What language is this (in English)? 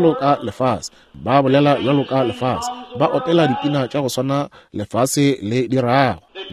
Northern Sotho